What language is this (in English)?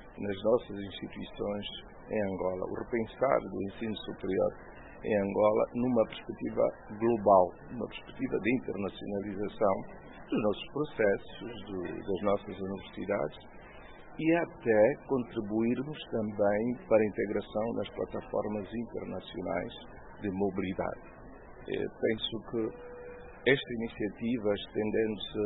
Portuguese